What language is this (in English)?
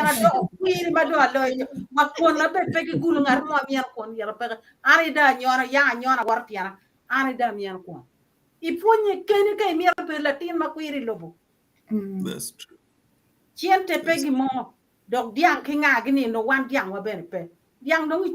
Acoli